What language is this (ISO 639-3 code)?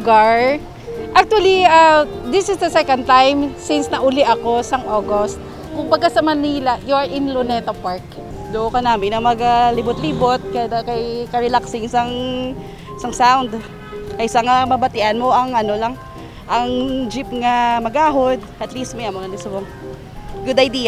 hil